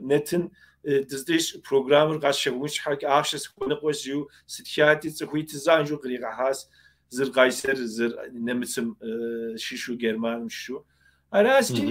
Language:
Kabardian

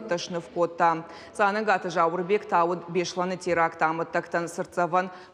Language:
Ossetic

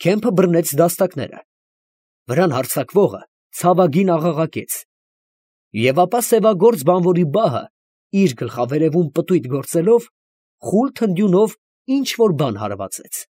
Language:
Armenian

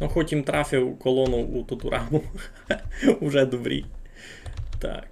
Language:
Rusyn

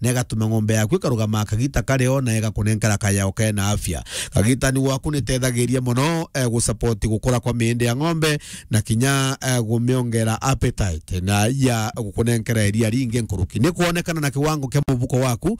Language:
Meru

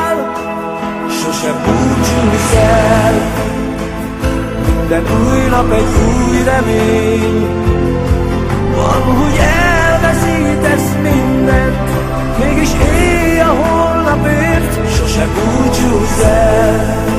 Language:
Hungarian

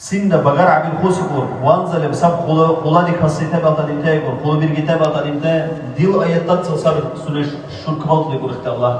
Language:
Dargwa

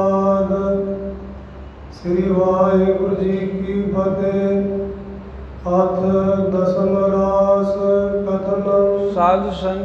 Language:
Punjabi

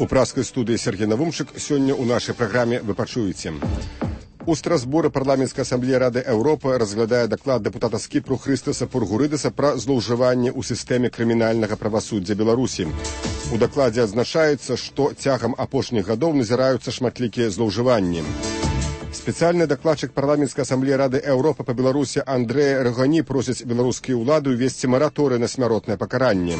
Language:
Belarusian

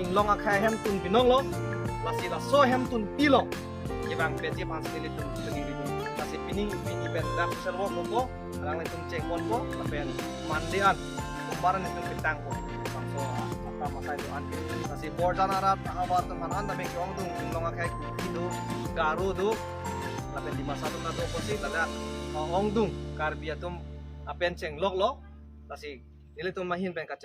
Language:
Karbi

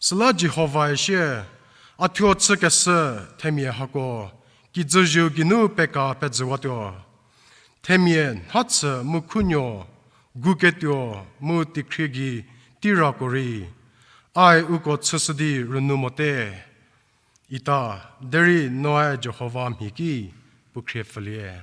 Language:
Angami Naga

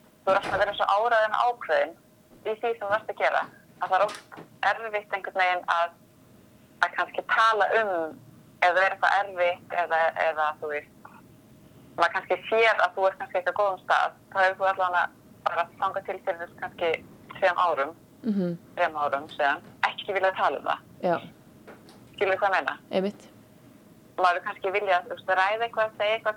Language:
Icelandic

